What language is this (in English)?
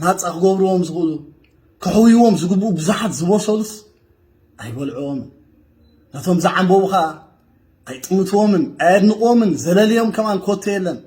Tigrinya